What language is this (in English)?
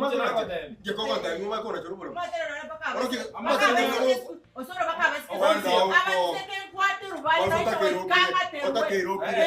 Gusii